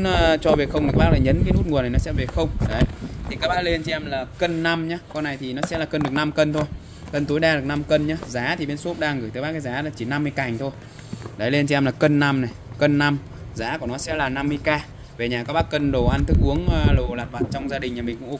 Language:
Vietnamese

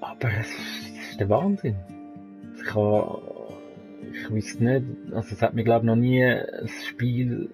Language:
Swiss German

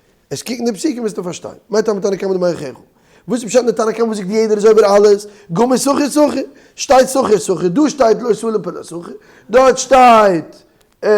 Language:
Yiddish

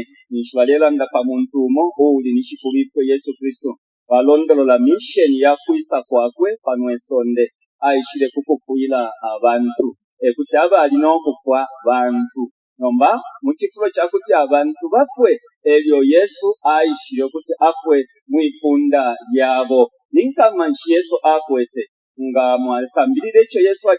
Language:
Bemba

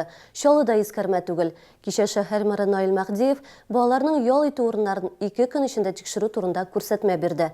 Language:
Tatar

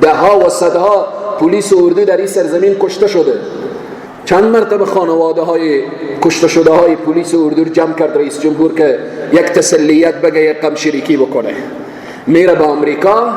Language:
Persian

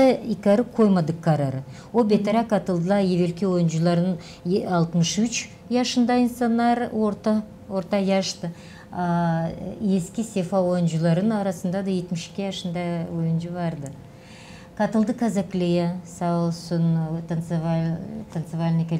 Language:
Gagauz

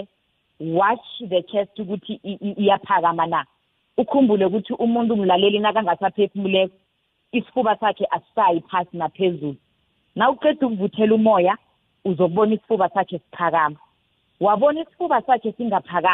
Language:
South Ndebele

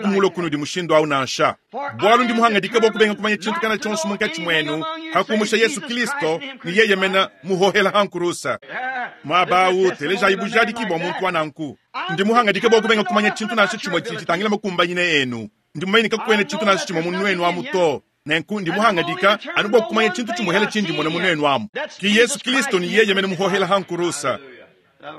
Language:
Luba-Lulua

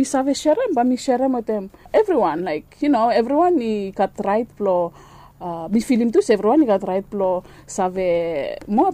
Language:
Bislama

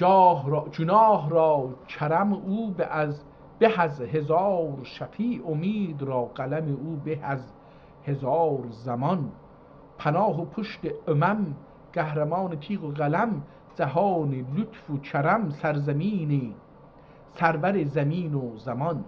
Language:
South Azerbaijani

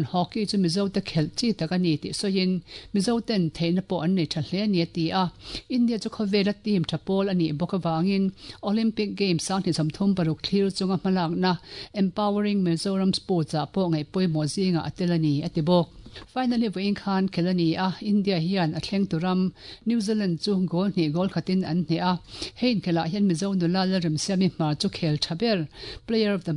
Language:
Mizo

